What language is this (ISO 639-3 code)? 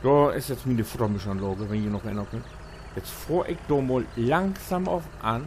nds